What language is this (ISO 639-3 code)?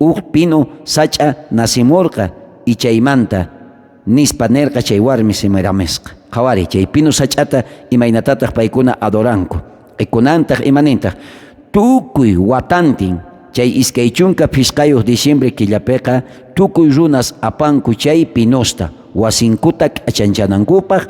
quh